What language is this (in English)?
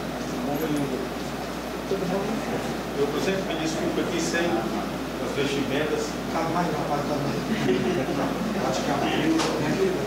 Portuguese